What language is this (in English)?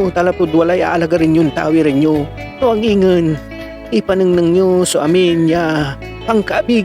Pangasinan